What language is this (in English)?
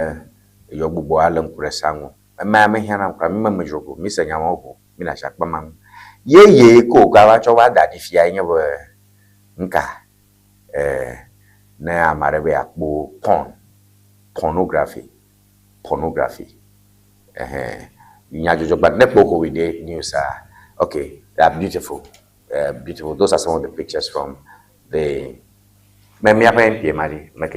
Ewe